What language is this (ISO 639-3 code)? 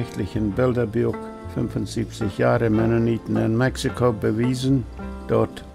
pdt